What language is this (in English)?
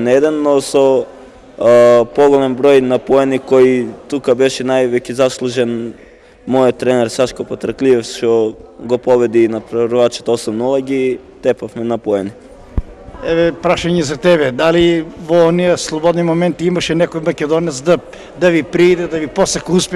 Macedonian